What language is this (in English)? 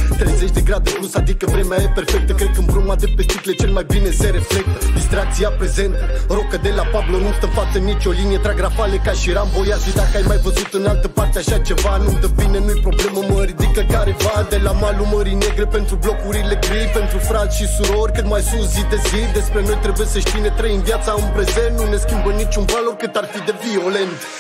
Romanian